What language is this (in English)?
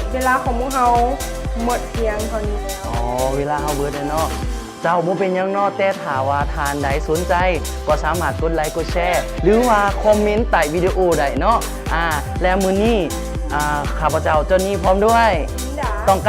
Lao